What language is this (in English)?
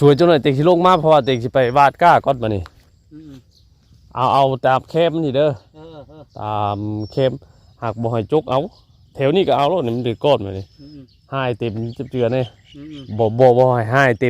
Northeastern Thai